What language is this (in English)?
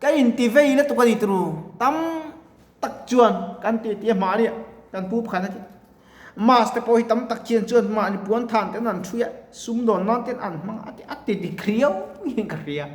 Mizo